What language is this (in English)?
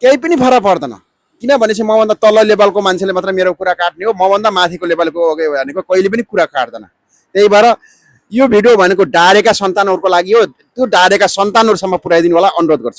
Nepali